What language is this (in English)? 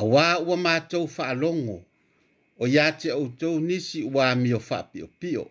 Samoan